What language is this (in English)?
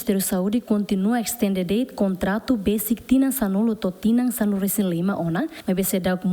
Tetum